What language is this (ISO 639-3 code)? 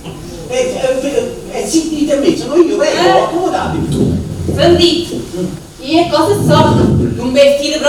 nap